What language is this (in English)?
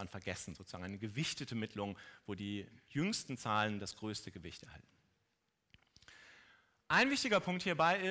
German